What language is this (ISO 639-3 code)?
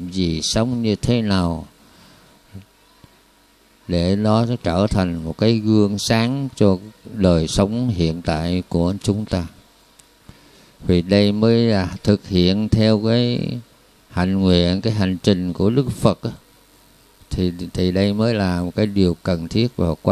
vie